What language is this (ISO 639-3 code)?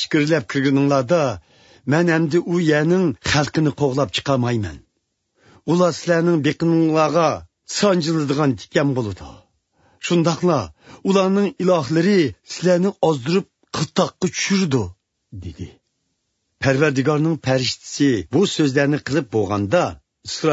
uig